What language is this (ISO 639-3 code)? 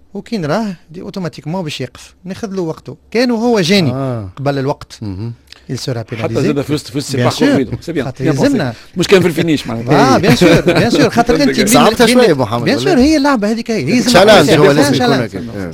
aeb